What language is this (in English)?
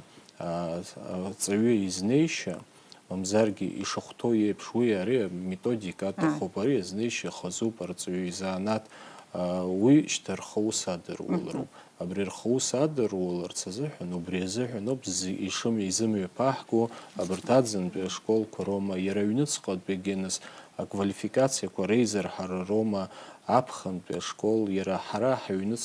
Abkhazian